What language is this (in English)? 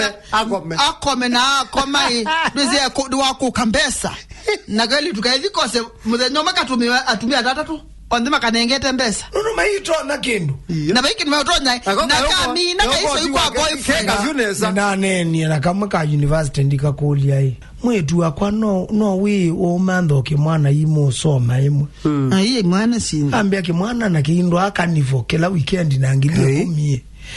Kamba